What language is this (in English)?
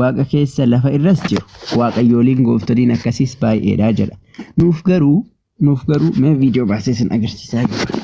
Oromo